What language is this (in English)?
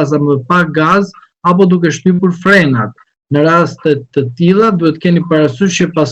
Albanian